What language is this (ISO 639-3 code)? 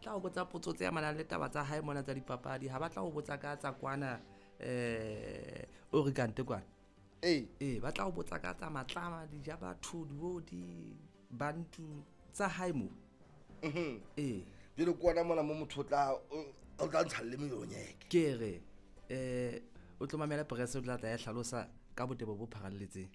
sot